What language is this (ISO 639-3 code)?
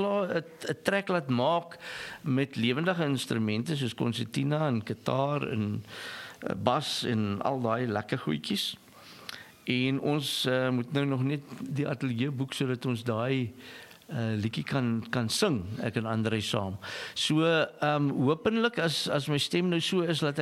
afr